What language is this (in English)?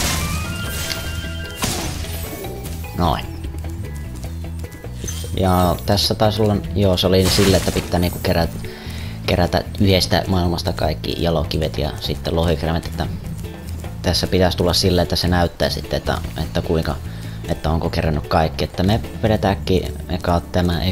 Finnish